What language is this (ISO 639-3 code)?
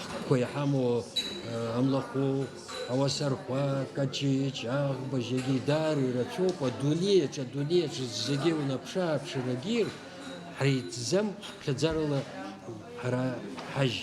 abk